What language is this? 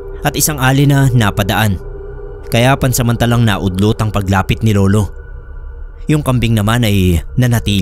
Filipino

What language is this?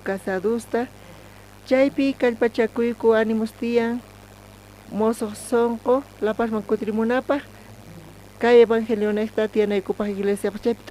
South Bolivian Quechua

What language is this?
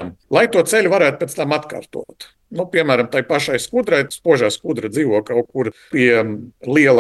Latvian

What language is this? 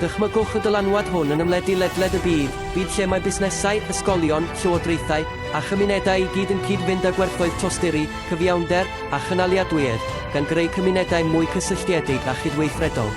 Welsh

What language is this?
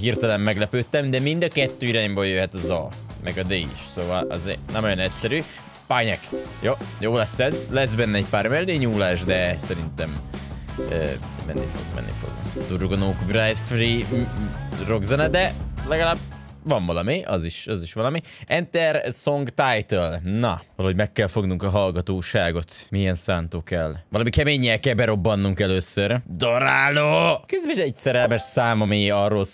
Hungarian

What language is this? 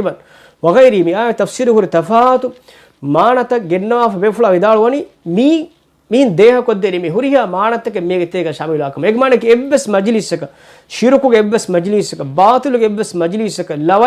Divehi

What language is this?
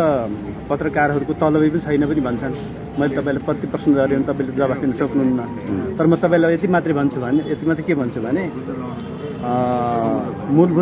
Nepali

